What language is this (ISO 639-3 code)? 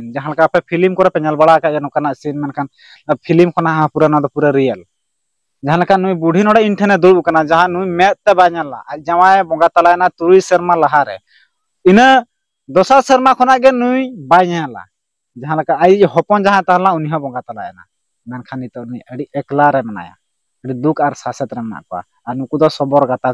sat